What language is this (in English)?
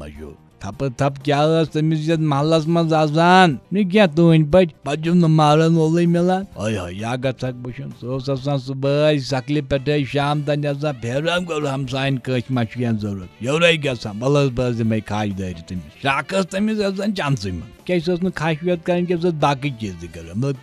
Kashmiri